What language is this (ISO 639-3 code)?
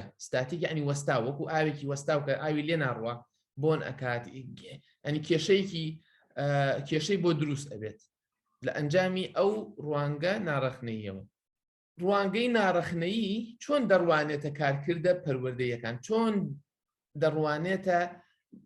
ckb